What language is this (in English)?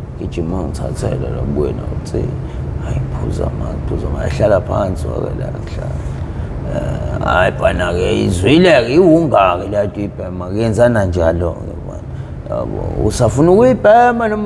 Zulu